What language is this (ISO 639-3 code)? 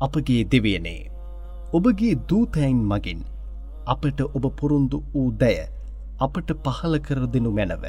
sin